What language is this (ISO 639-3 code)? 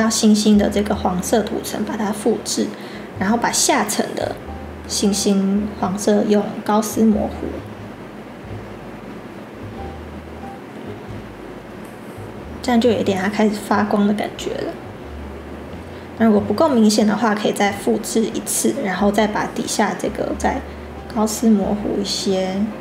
zho